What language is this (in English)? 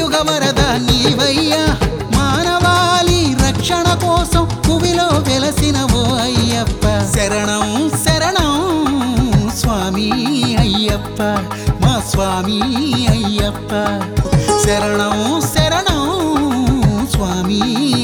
Telugu